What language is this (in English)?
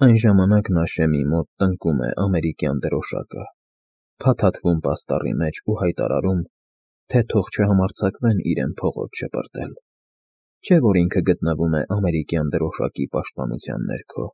Armenian